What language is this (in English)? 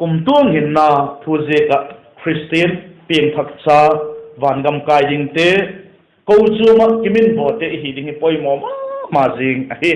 Vaiphei